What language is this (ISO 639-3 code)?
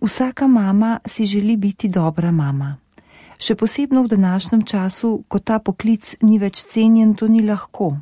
slv